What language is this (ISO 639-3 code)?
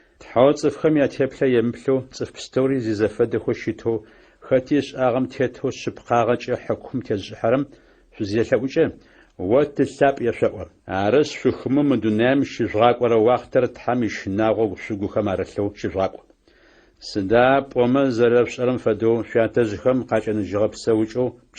ady